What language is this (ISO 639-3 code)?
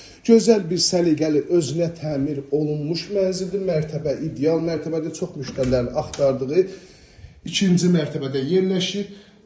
aze